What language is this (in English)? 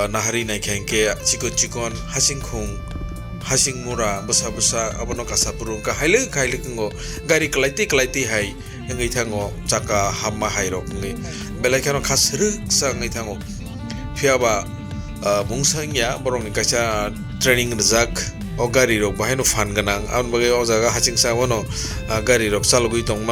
Kok Borok